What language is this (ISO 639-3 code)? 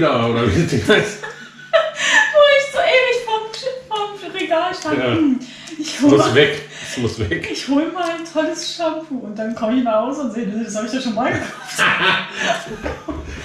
deu